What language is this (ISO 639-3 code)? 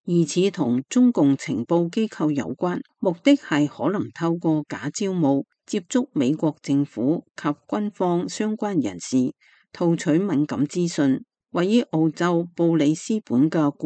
yue